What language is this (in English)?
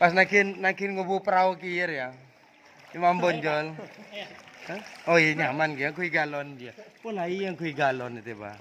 Madurese